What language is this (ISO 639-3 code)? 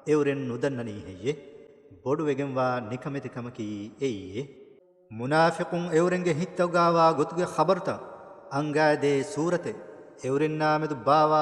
div